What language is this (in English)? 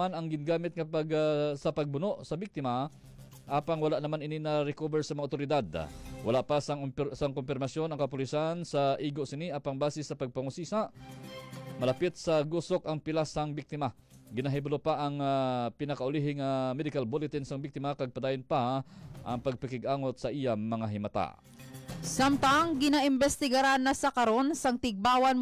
Hiligaynon